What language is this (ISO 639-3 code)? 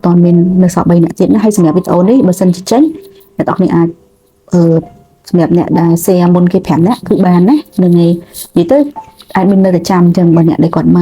khm